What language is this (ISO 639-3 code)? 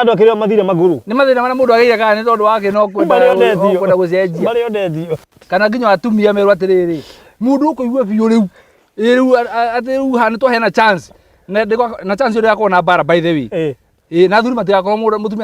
kik